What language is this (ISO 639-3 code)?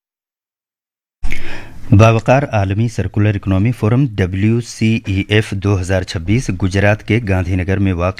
urd